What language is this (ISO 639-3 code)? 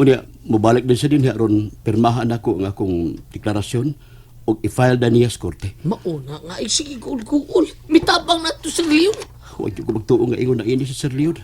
ceb